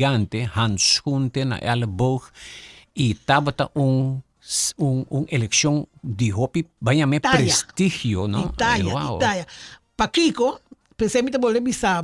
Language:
Papiamento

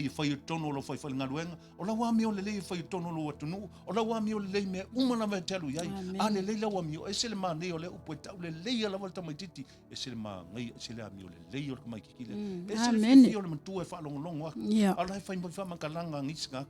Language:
Samoan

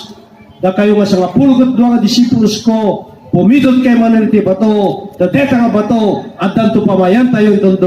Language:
Iloko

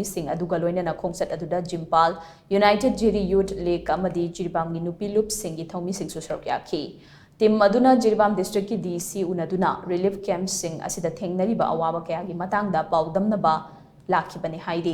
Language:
Manipuri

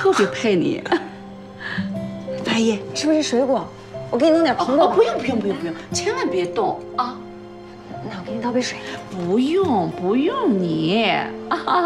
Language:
Chinese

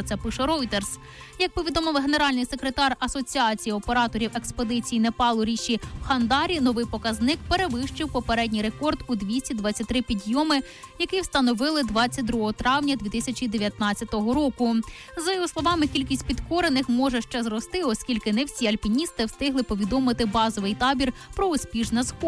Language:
Ukrainian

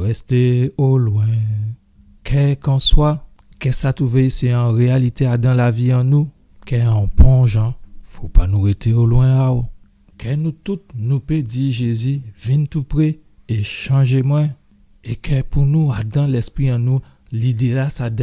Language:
Guadeloupean Creole French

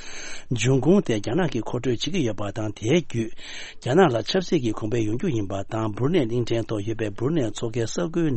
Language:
Tibetan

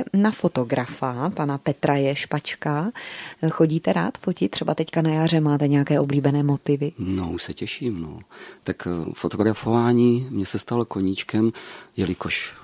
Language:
Czech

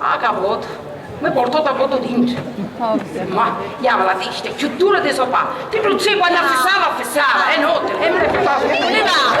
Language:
Sicilian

